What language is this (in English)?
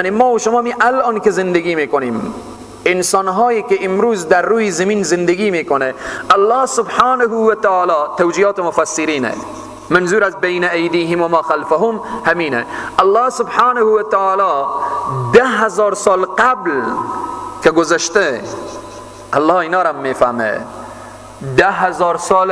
Persian